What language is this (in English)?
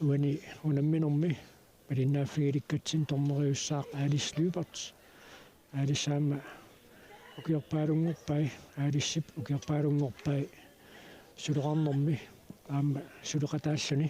Kalaallisut